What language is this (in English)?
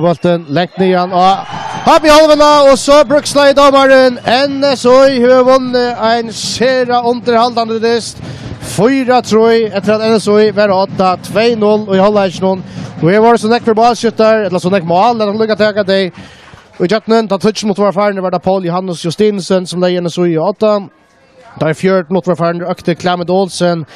Faroese